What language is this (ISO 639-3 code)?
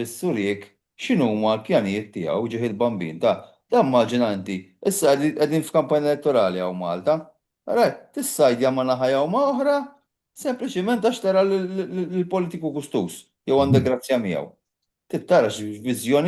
mlt